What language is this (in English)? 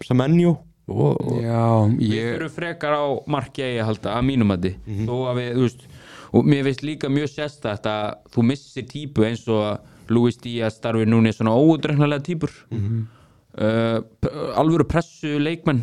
Icelandic